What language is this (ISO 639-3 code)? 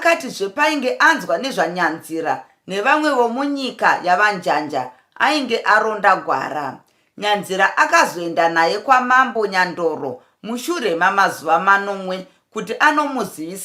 sna